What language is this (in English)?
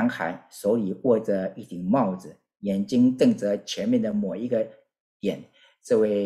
Chinese